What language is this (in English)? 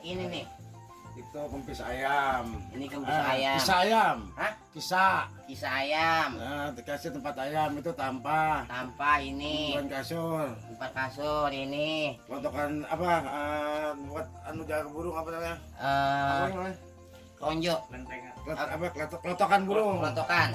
Betawi